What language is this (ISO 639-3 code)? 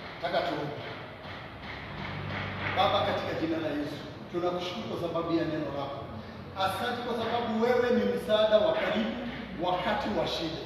swa